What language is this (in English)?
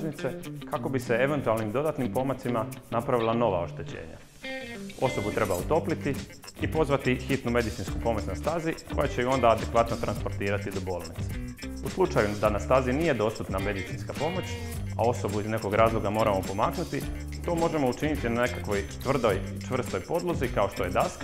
Croatian